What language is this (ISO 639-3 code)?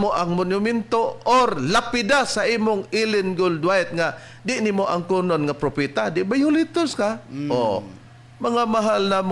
ceb